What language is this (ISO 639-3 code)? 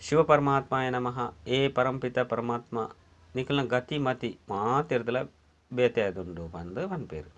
tcy